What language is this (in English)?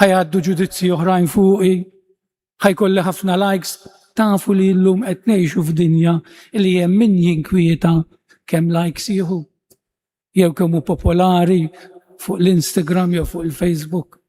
Maltese